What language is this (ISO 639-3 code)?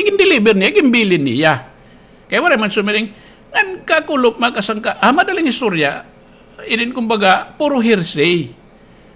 war